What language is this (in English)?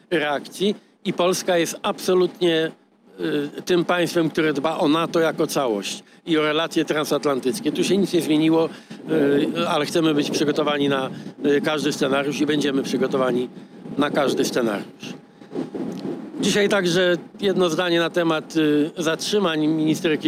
Polish